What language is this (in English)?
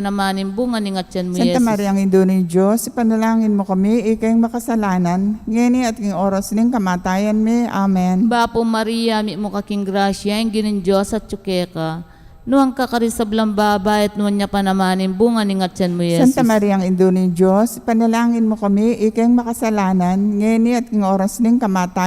Pampanga